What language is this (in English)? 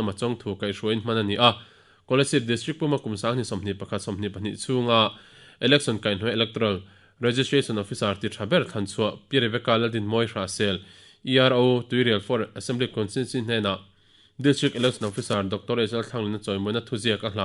Mizo